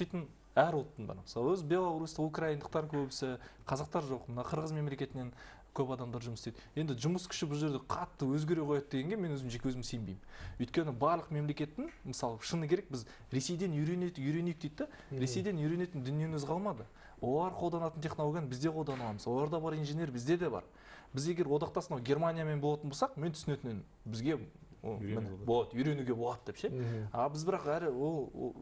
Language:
Kazakh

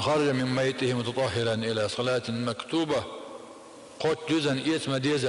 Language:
Chechen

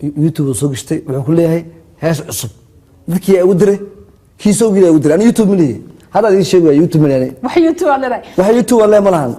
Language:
Somali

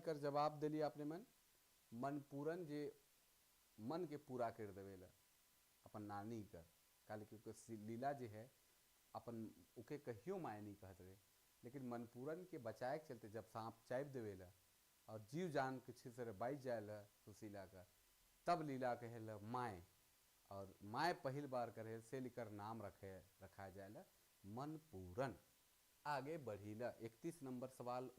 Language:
Sadri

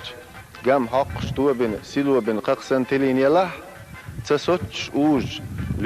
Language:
Chechen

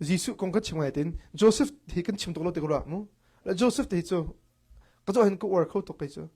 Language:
Hakha Chin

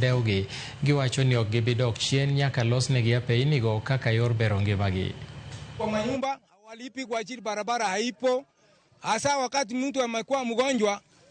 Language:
Luo (Kenya and Tanzania)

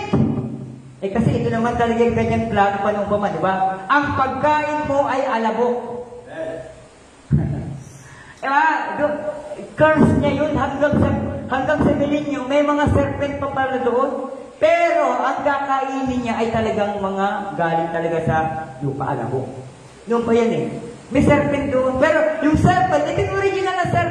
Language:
Filipino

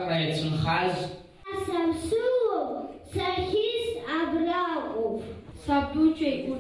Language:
Abkhazian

